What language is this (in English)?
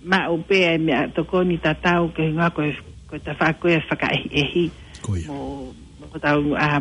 Tongan